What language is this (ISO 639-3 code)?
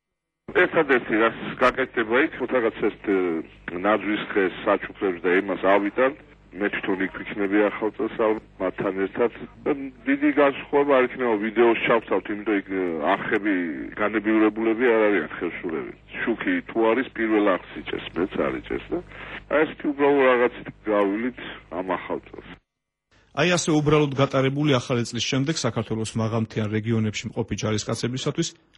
kat